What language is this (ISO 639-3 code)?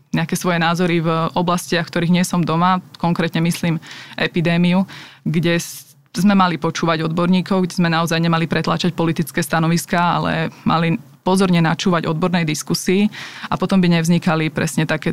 slk